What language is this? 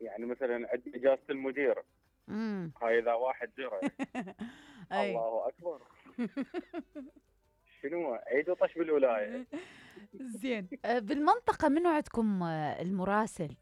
Mesopotamian Arabic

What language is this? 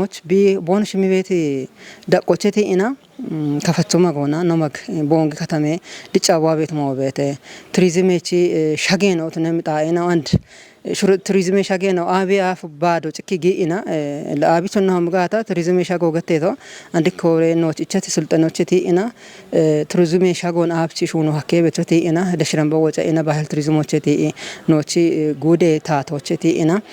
Kafa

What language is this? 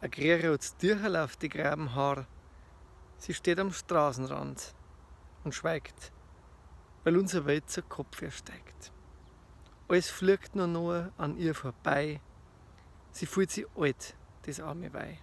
Bavarian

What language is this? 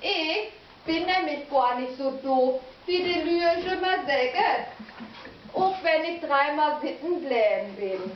Low German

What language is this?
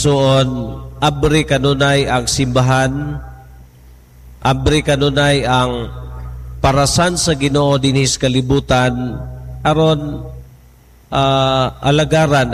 Cebuano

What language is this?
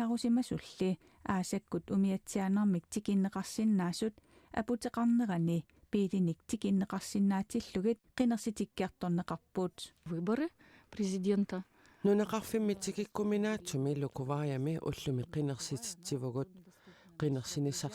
Kalaallisut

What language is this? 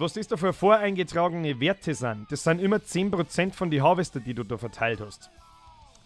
Bavarian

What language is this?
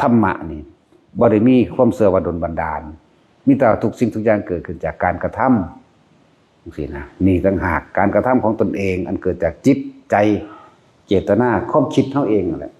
Northeastern Thai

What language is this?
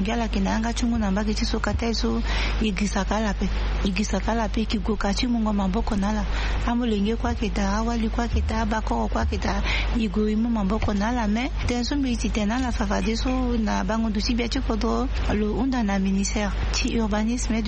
Sango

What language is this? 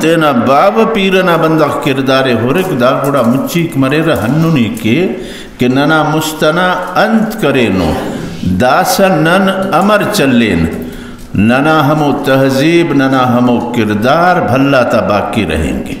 Brahui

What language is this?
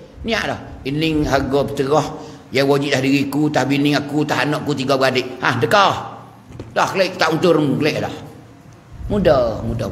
Pattani Malay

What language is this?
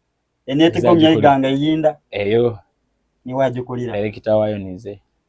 Soga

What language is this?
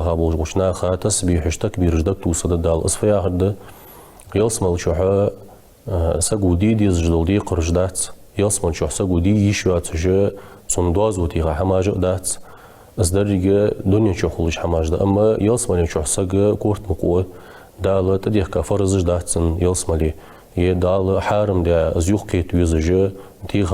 Ingush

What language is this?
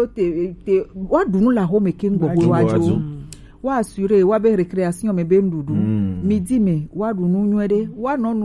Gen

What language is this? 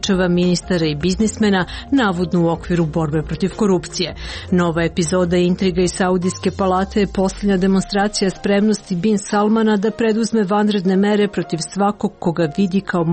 Serbian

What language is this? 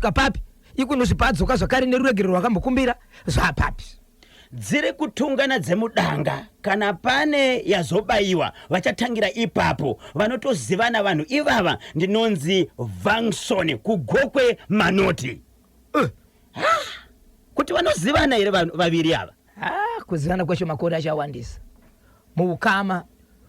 Shona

